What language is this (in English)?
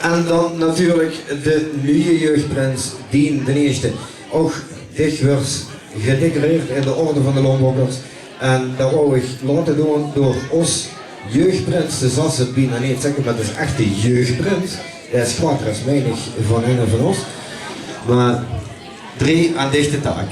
Limburgish